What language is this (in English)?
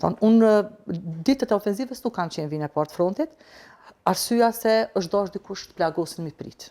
Albanian